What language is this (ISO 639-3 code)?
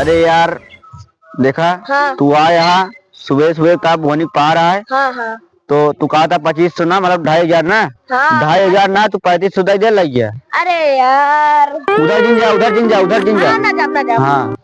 awa